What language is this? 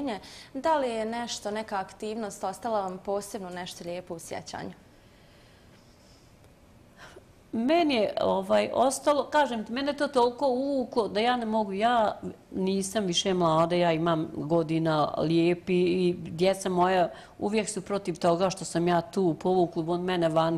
Bosnian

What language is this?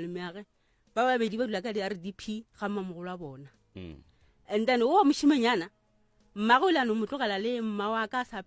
Northern Sotho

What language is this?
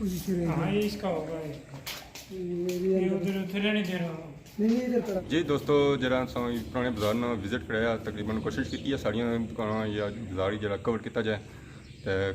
Pahari-Potwari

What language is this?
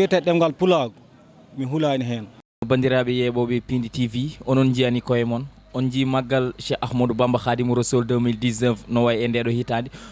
Fula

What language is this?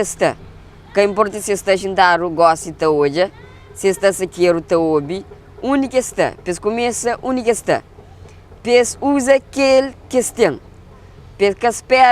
Kabuverdianu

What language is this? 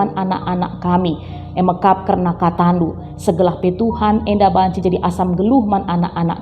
Batak Karo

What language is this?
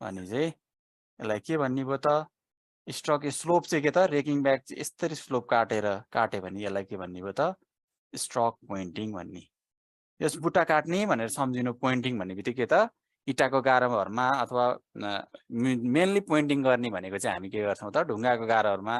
Nepali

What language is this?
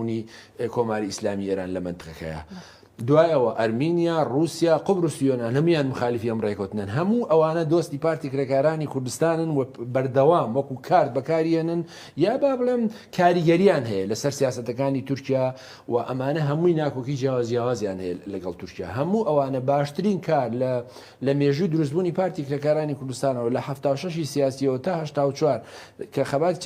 Central Kurdish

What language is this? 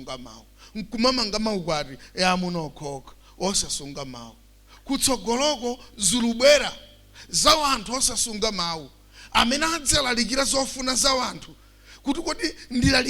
Nyanja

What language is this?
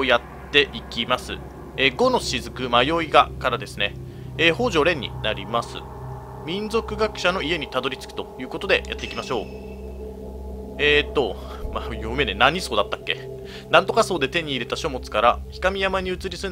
Japanese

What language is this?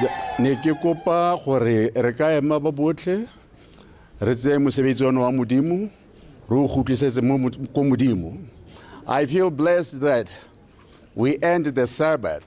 Tswana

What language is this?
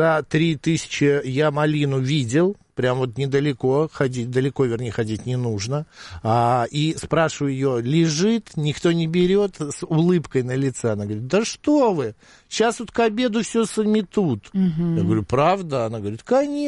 Russian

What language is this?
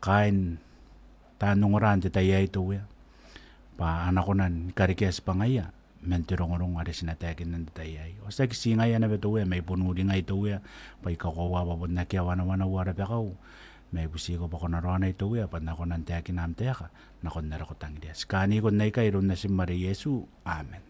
Gilbertese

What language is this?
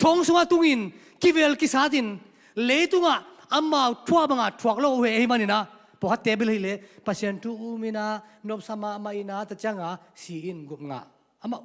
Tedim Chin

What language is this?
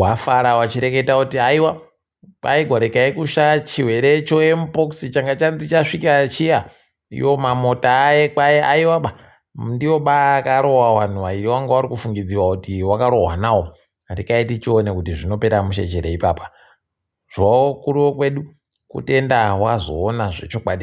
Ndau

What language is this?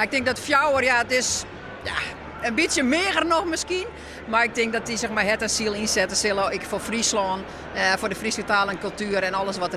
Western Frisian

